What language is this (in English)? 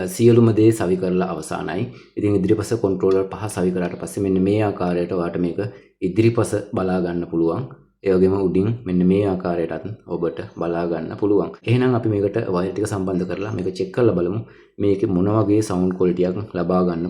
Sinhala